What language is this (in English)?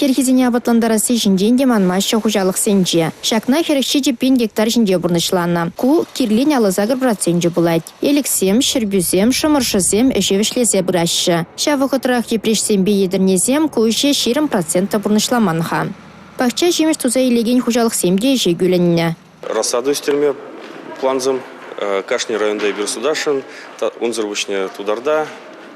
Chuvash